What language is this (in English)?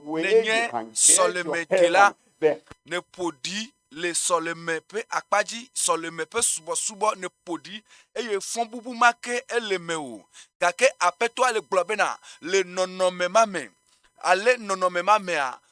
Ewe